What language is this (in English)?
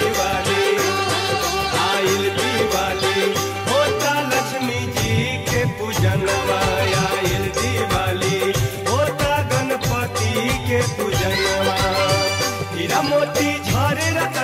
Bhojpuri